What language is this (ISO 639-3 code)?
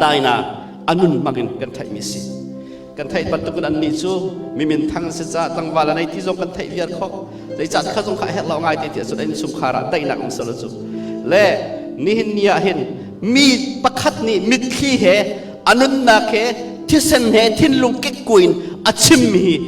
cnh